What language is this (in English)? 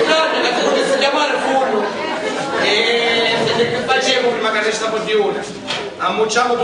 Sicilian